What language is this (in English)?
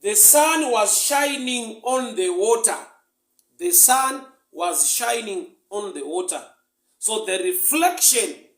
Shona